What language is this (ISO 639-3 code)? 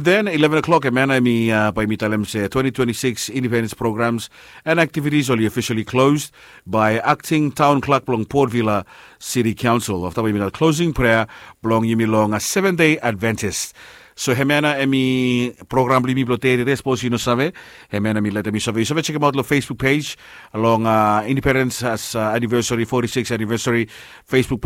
bis